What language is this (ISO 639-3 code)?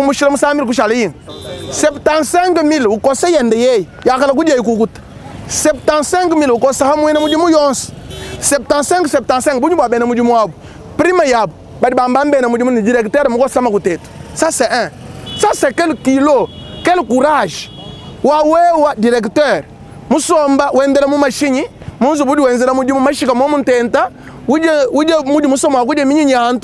lua